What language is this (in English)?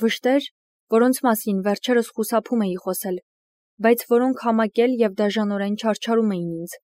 Armenian